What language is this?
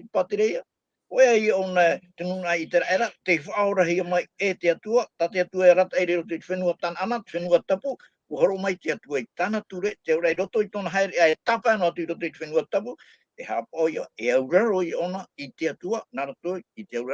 Tahitian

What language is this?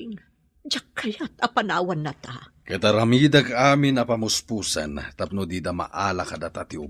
Iloko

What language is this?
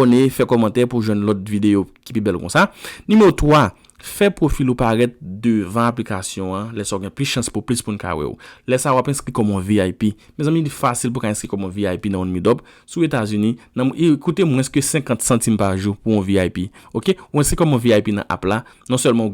Haitian Creole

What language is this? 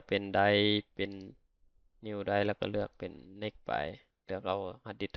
Lao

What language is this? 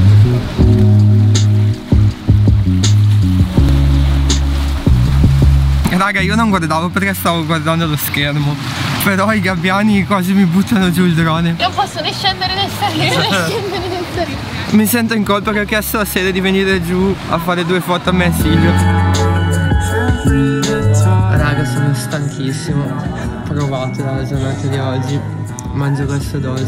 Italian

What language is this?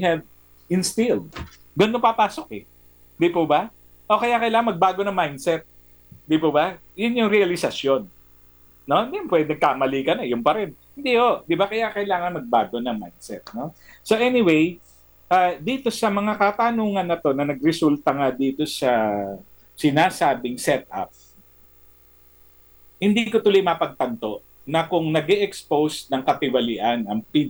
Filipino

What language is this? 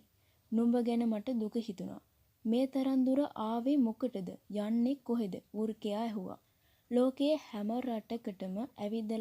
Sinhala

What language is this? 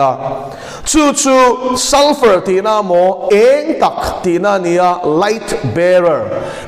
Mizo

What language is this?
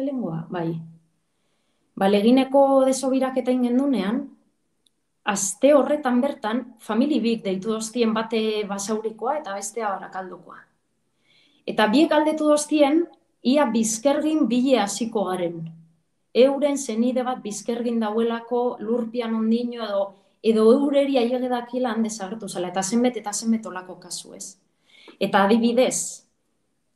Basque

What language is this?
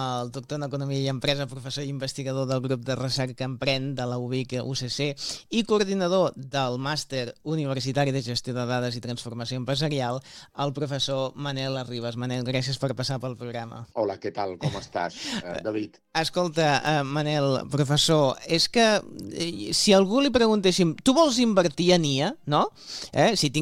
Catalan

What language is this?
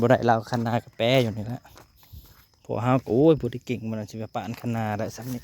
Northeastern Thai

